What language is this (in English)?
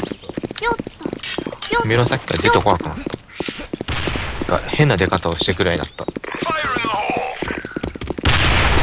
Japanese